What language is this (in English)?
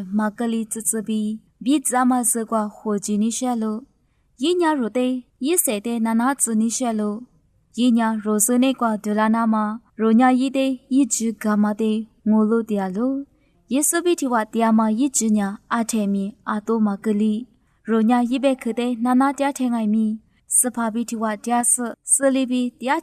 Lisu